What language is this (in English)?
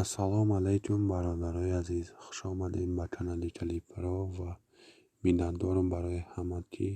Tajik